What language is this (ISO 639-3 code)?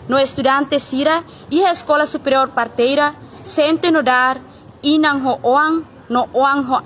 tet